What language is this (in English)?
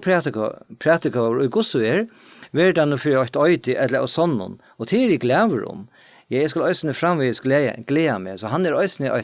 Faroese